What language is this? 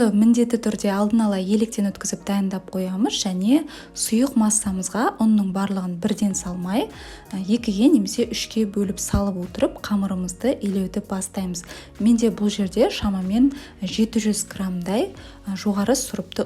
Kazakh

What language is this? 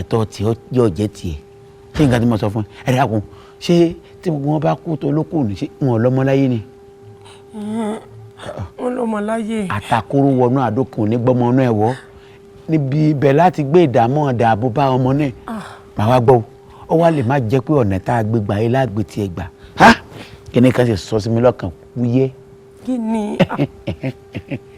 Yoruba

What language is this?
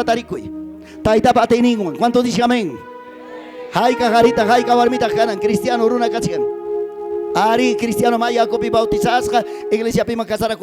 Ayacucho Quechua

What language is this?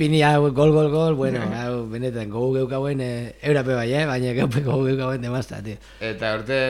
Basque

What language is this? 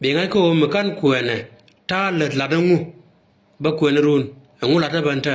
Nuer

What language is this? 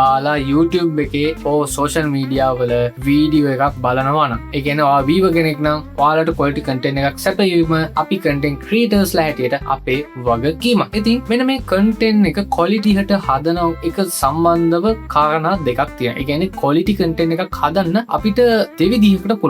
Sinhala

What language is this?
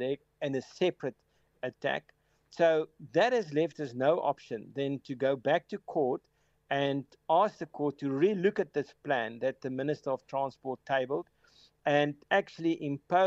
English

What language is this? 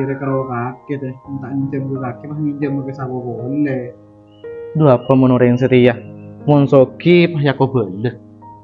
Madurese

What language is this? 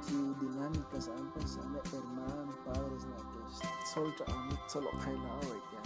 Kekchí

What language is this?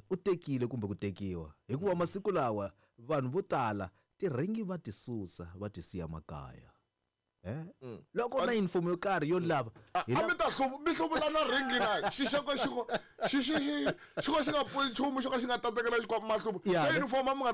Tsonga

